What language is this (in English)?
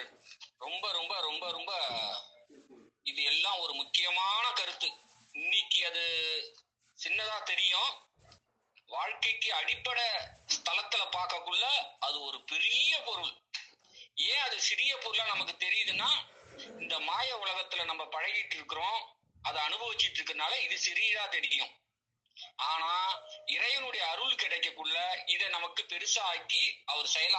Tamil